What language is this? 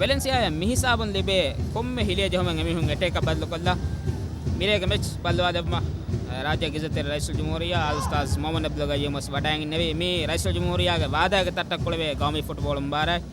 Divehi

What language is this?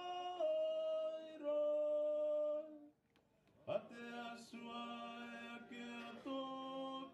Gilbertese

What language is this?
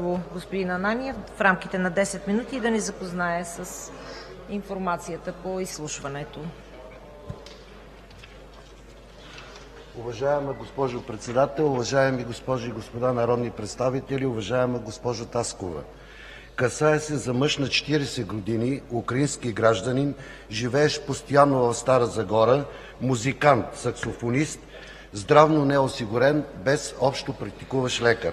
Bulgarian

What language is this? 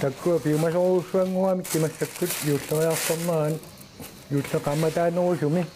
Kalaallisut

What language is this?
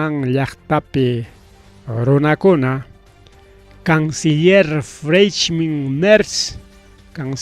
Ayacucho Quechua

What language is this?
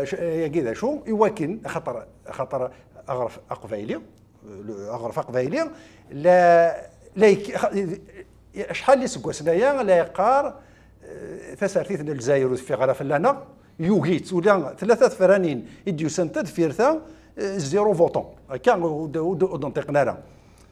Kabyle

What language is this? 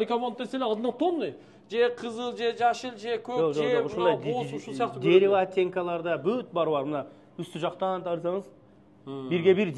Kyrgyz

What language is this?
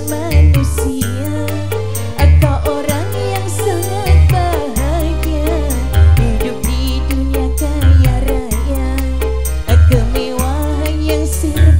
Indonesian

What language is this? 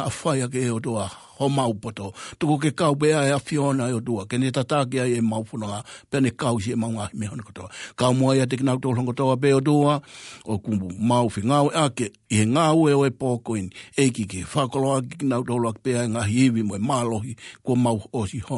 Tongan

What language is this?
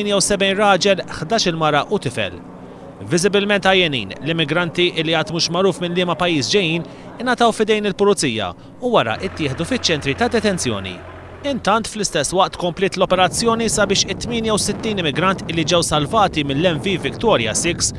Maltese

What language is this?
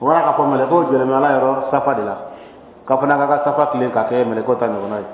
Dyula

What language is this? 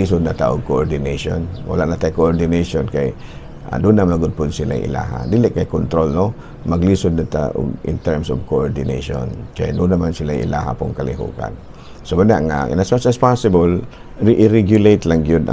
Cebuano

